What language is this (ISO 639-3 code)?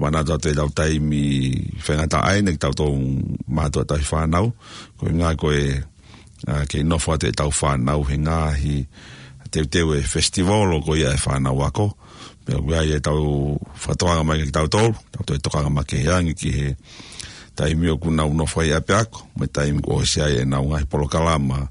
ton